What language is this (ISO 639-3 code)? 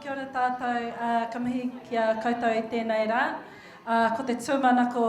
mri